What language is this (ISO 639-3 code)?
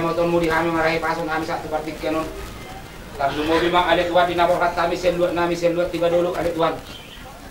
bbc